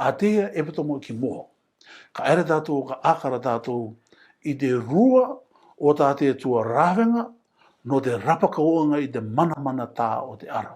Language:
Rarotongan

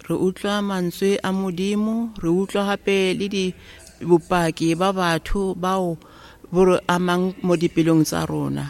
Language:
Tswana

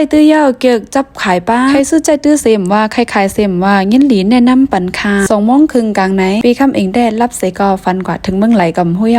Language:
Shan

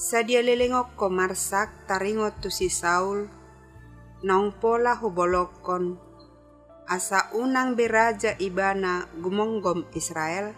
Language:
Batak Toba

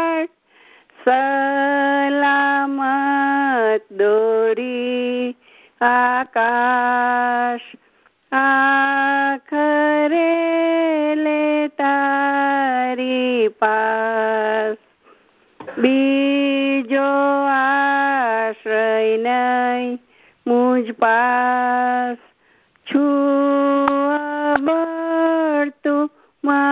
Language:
Gujarati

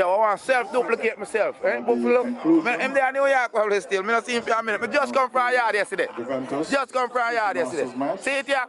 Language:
Jamaican Creole English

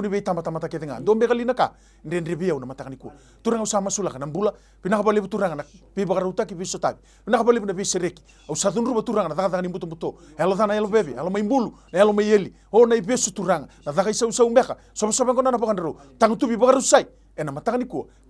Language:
Fijian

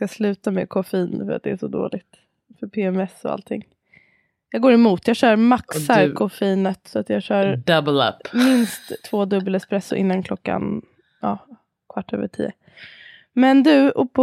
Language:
Swedish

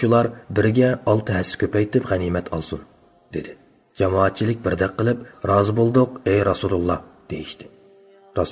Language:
Uyghur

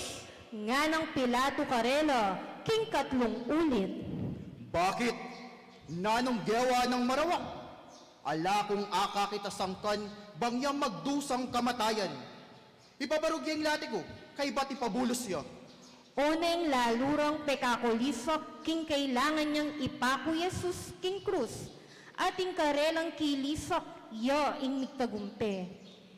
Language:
Pampanga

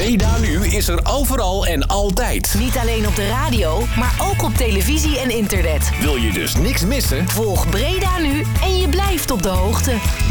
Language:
Dutch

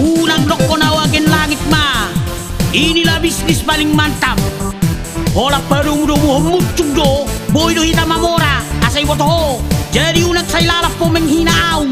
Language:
Batak Toba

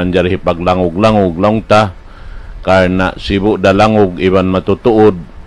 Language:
Tausug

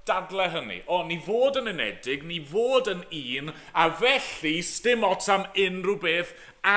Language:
Welsh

